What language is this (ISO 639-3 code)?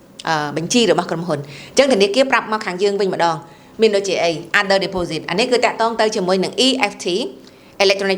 khm